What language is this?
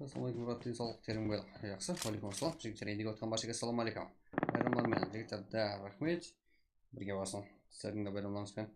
Kara-Kalpak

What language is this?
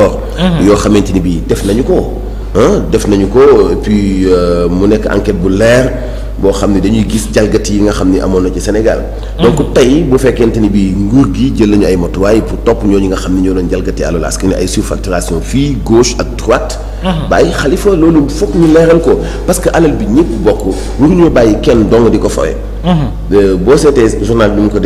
Wolof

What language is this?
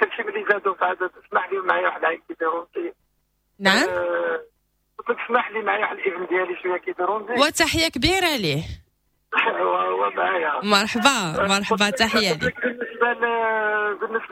Moroccan Arabic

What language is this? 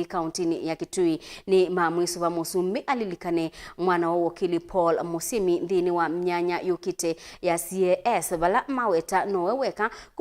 Kamba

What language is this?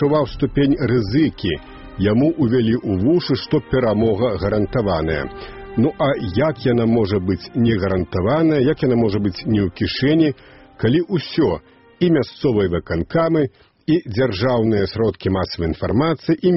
Belarusian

